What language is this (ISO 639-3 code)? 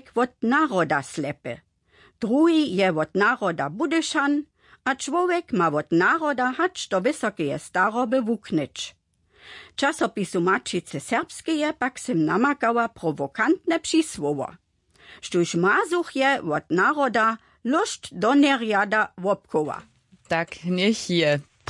hsb